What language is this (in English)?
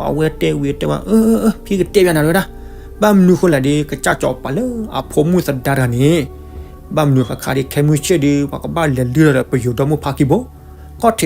S'gaw Karen